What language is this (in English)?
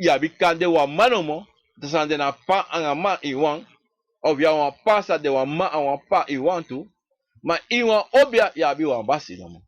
Sranan Tongo